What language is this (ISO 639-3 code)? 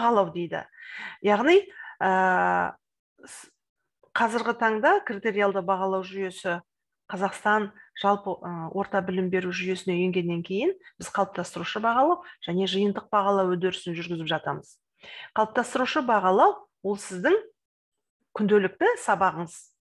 kaz